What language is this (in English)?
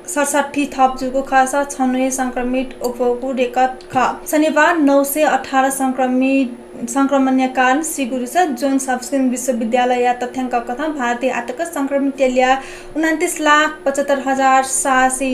Newari